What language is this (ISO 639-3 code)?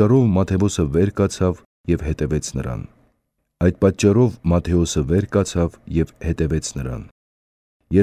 hye